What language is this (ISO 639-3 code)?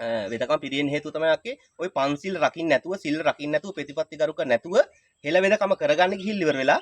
sin